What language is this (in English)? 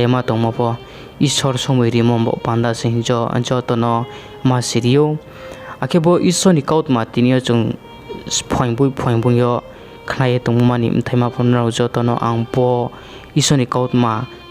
Riang (India)